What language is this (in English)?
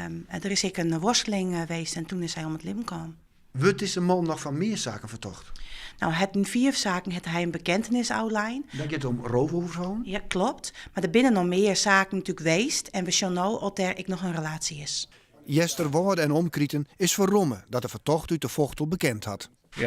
Western Frisian